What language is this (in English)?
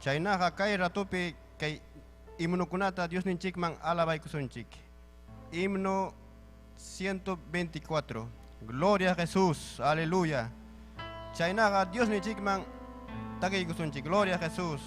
Ayacucho Quechua